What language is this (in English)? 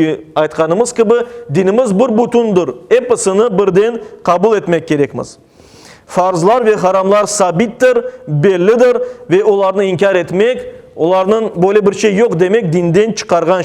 Crimean Tatar